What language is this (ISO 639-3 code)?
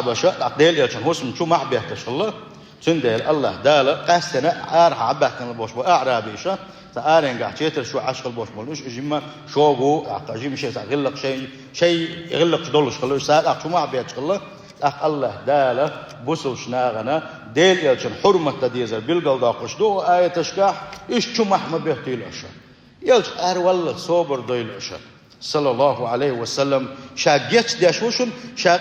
che